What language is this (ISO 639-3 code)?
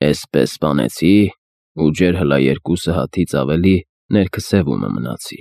hye